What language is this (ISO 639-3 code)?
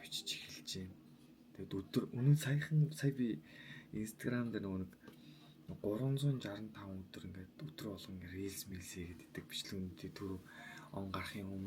mon